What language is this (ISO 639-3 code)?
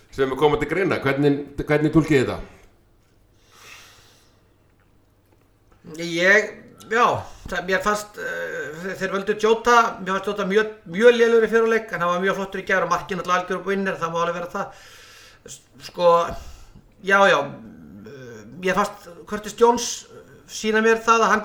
isl